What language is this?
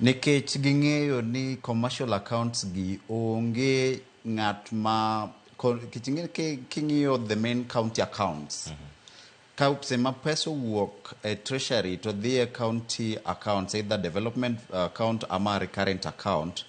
Luo (Kenya and Tanzania)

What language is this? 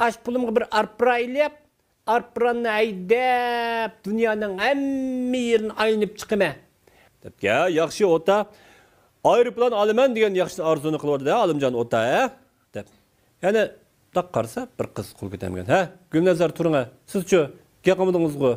Uyghur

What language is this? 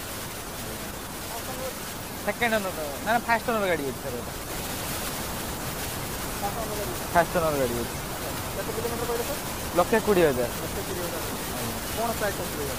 Odia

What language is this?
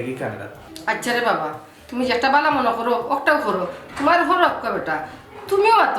Sylheti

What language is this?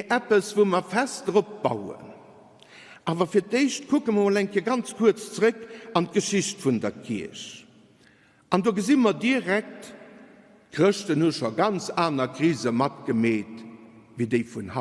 Luxembourgish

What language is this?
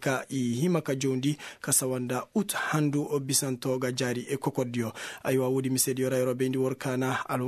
Koyraboro Senni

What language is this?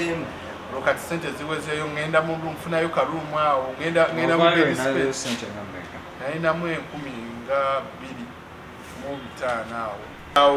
Ganda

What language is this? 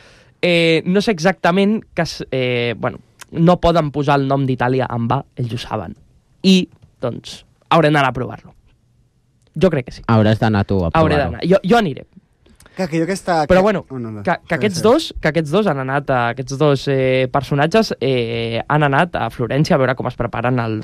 Catalan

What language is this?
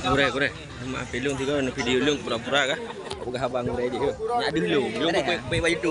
Achinese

